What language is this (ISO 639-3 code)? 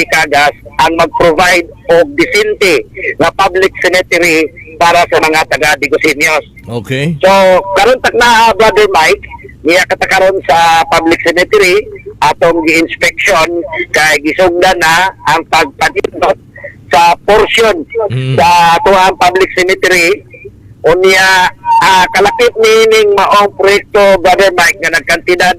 ceb